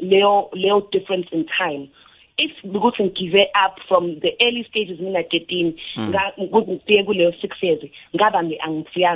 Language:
South Ndebele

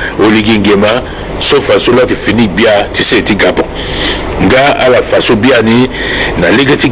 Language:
Sango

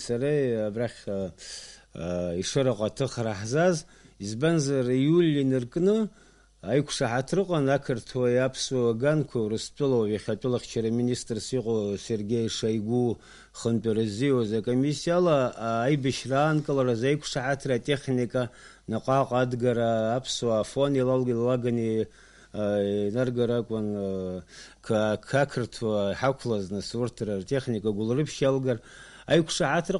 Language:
Abkhazian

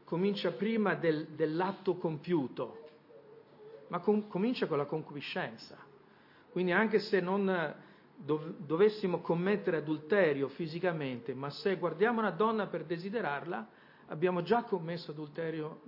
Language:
Italian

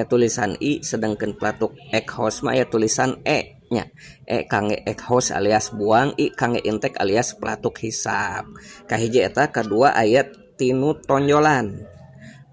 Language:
Sundanese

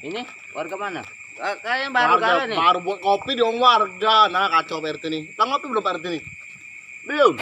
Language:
Musi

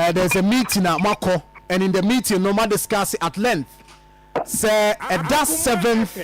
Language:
Akan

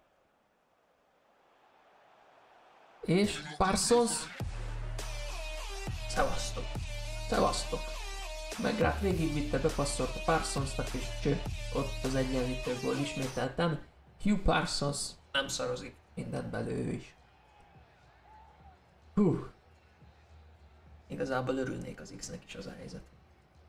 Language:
Hungarian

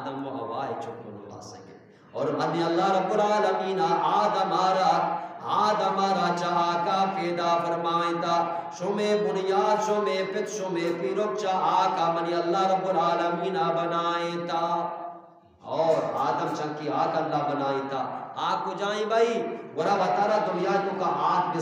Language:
Eastern Balochi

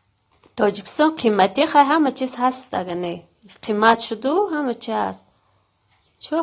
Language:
Tajik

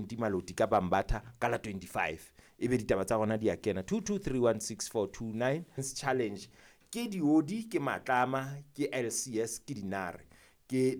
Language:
Southern Sotho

